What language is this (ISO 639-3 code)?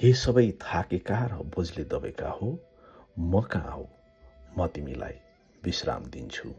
nep